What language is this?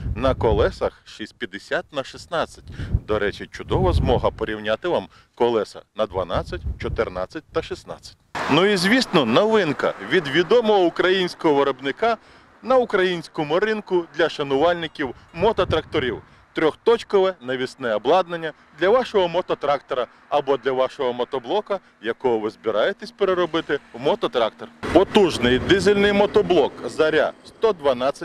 Ukrainian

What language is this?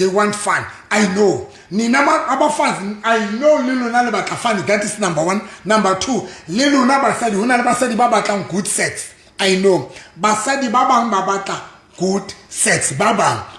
Southern Sotho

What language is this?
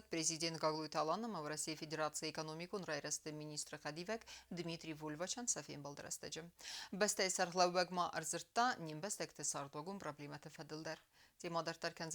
Ossetic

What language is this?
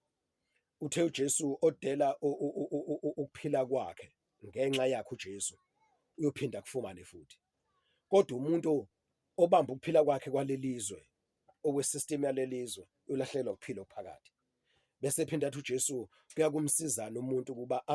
Zulu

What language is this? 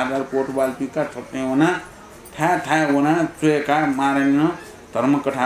Newari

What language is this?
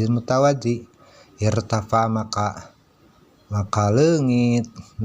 Sundanese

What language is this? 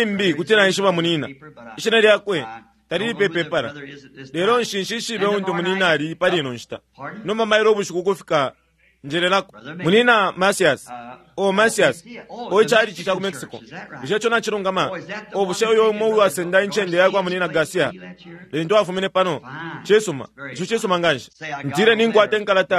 Bemba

